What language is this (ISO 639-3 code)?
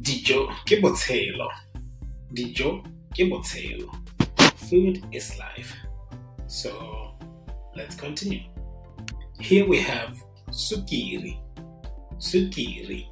tsn